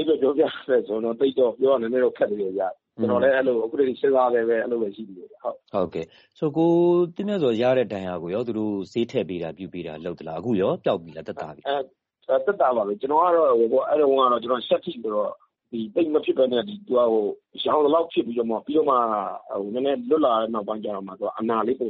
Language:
Burmese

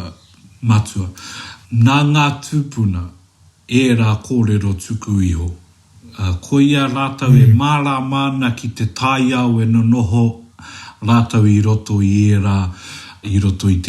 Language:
Māori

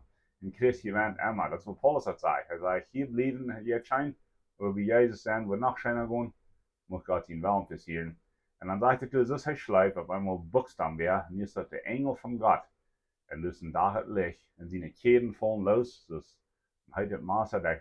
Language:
Plautdietsch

